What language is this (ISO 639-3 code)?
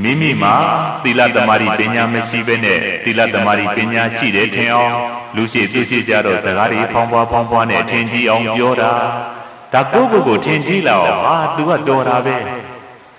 mya